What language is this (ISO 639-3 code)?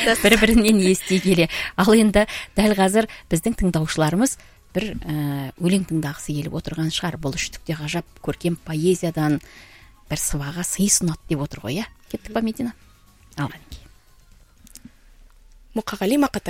kaz